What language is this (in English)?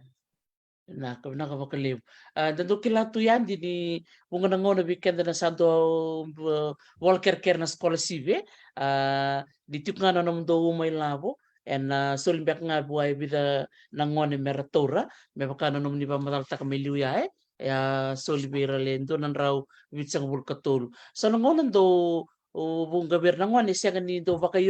Fijian